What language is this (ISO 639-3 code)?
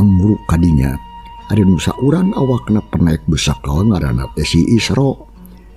sun